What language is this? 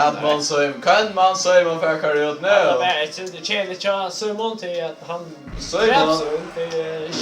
Faroese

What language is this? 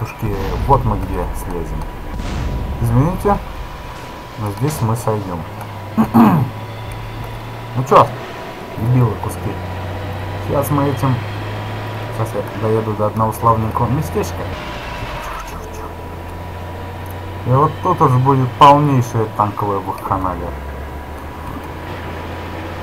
Russian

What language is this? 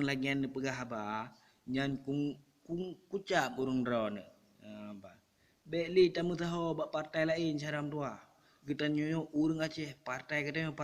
Achinese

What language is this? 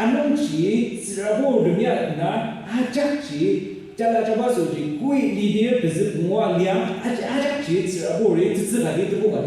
Ao Naga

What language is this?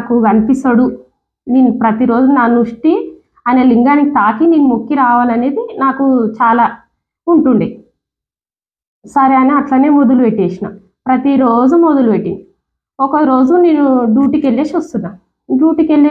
Telugu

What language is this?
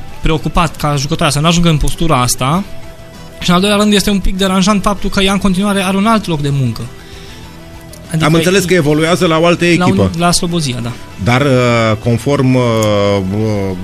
Romanian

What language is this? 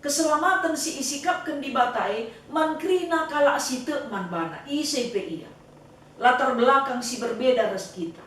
Batak Karo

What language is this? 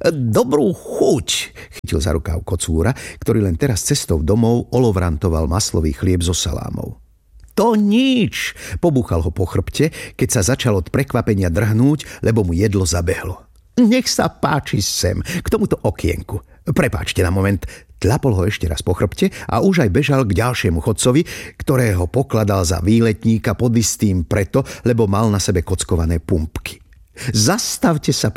Slovak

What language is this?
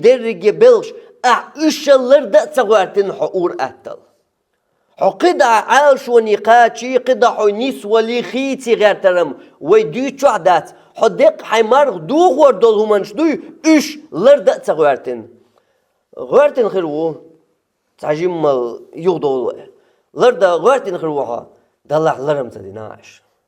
Chechen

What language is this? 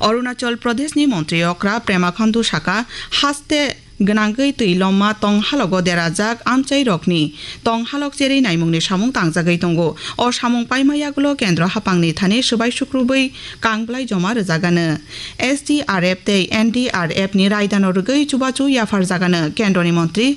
Kok Borok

